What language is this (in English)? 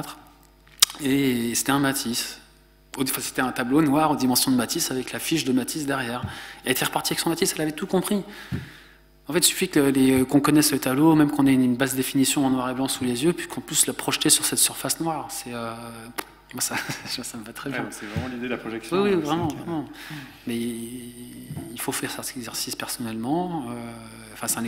French